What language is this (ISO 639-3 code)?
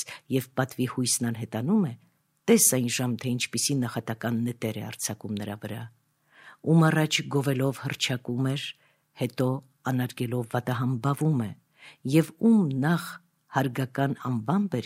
hye